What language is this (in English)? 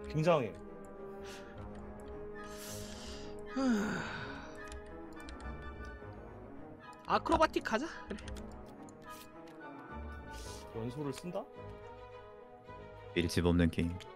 Korean